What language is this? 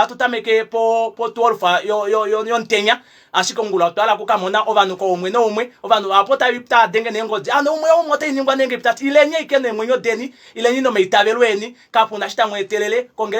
Kuanyama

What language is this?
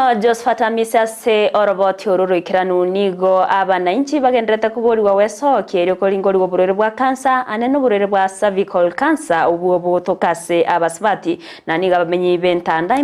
Gusii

